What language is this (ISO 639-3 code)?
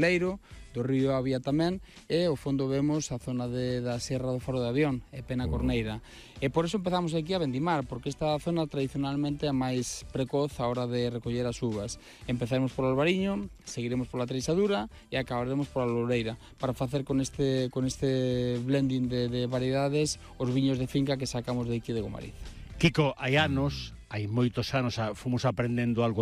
glg